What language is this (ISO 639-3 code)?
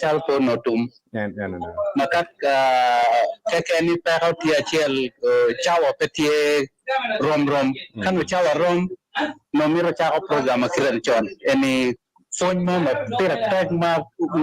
ach